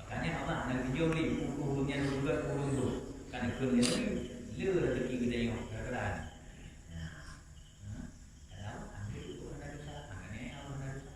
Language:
Achinese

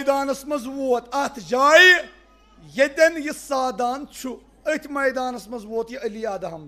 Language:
Kashmiri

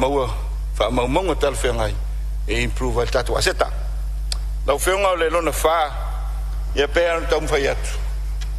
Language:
Samoan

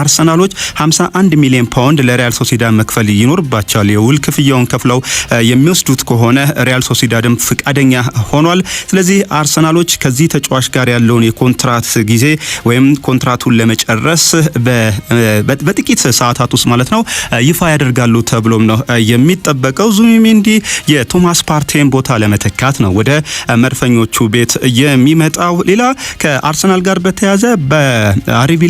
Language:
Amharic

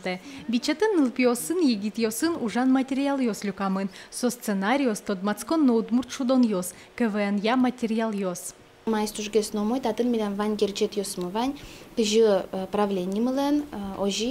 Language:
Udmurt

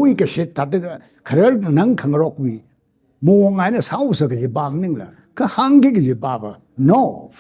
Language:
Tangkhul Naga (India)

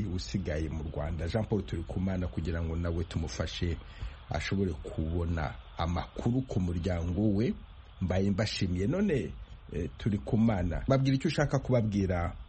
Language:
Kinyarwanda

